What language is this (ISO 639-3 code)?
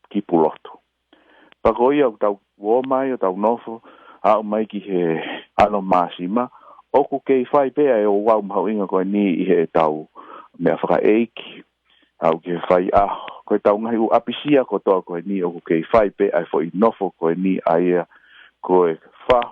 ton